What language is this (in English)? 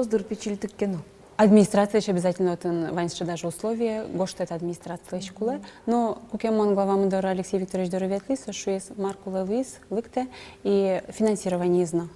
Udmurt